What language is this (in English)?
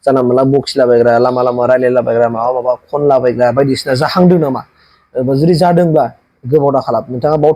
Bodo